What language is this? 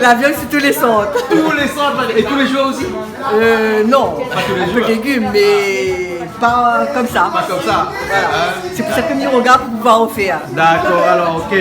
Réunion Creole French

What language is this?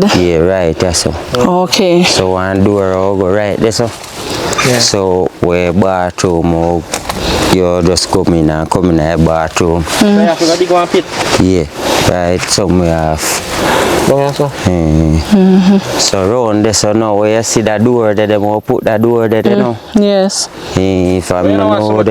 Jamaican Creole English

